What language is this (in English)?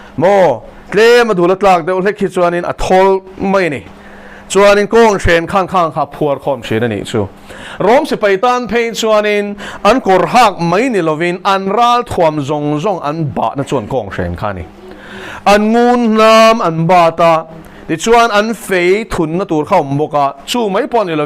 Mizo